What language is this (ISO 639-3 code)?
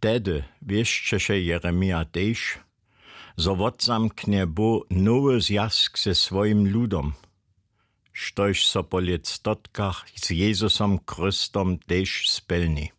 hsb